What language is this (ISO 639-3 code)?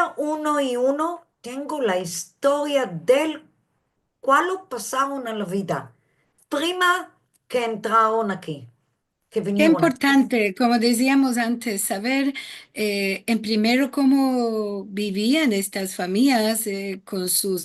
lad